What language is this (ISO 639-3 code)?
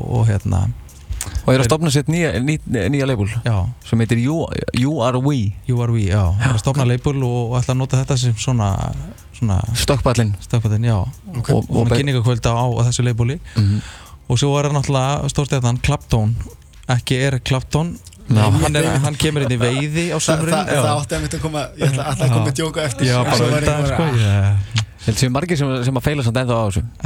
isl